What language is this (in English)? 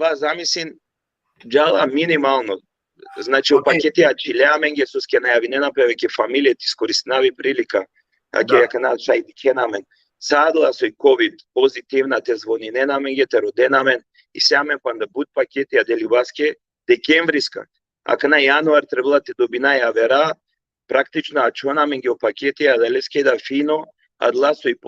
Balkan Romani